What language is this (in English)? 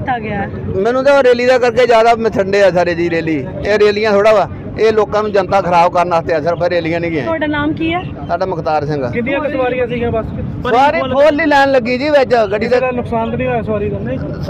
Punjabi